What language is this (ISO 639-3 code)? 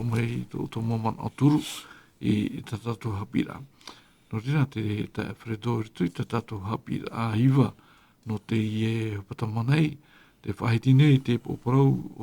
tah